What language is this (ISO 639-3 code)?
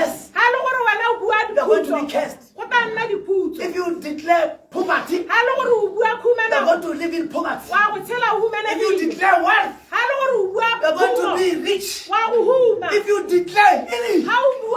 tsn